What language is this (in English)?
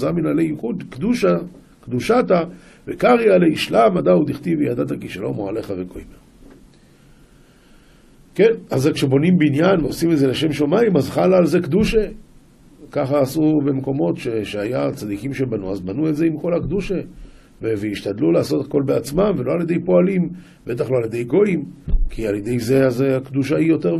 Hebrew